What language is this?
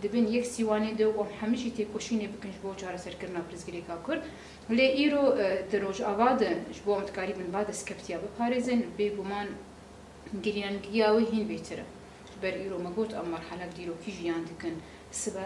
Kurdish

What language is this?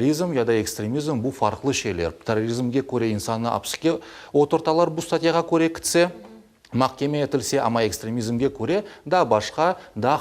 Crimean Tatar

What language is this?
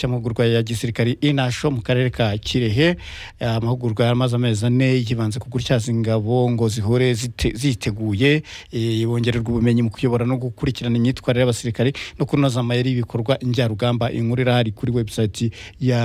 Kinyarwanda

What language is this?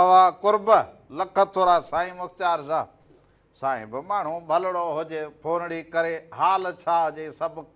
Sindhi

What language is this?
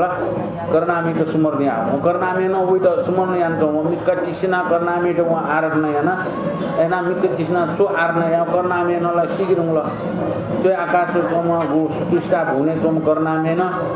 Newari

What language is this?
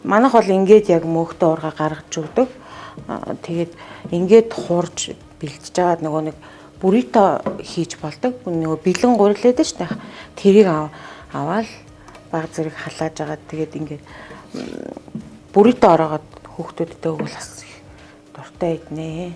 Mongolian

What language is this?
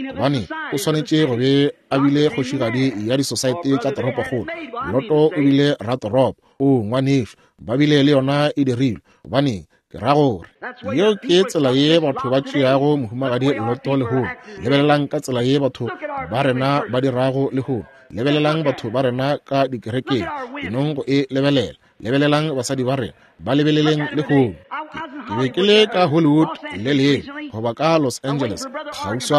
Northern Sotho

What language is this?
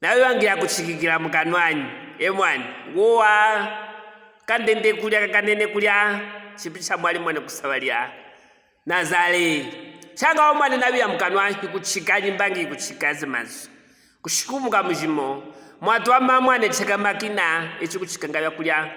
Luvale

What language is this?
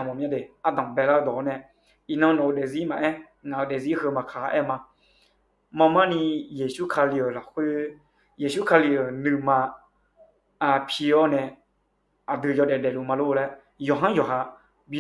Akha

